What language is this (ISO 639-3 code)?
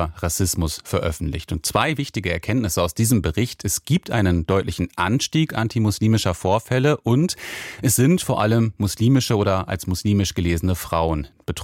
deu